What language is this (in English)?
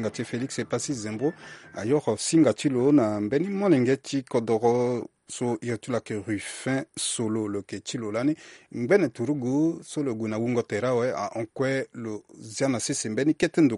Sango